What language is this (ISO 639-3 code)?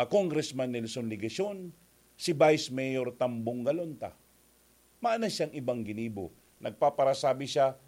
bik